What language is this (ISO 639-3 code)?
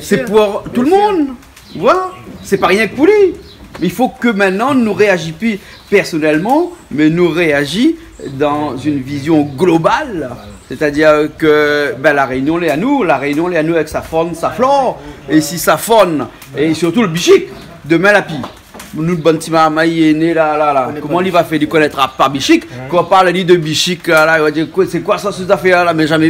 rcf